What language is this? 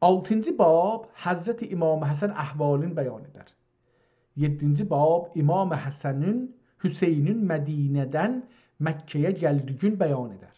South Azerbaijani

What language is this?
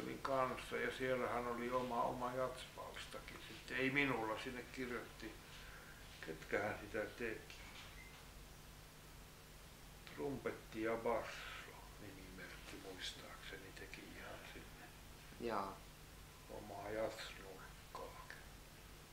Finnish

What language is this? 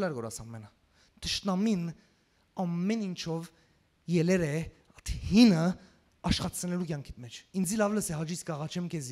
Western Armenian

